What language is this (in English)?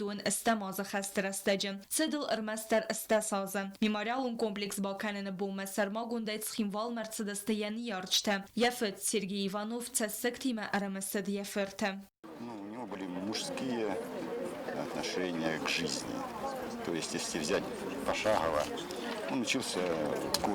Ossetic